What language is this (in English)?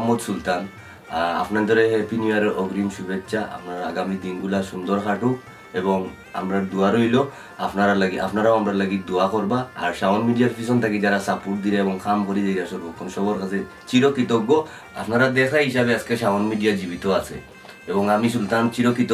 Sylheti